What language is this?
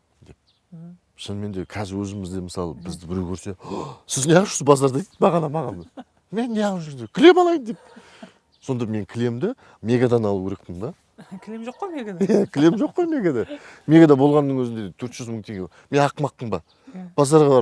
Kazakh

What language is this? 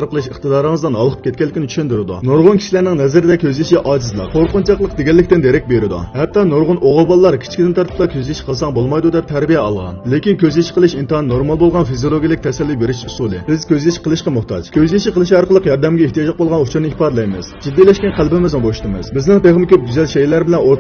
Uyghur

